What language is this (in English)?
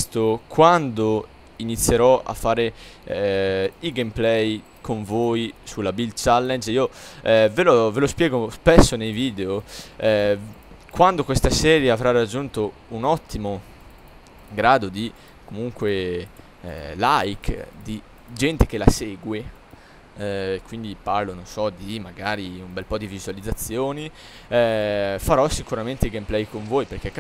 Italian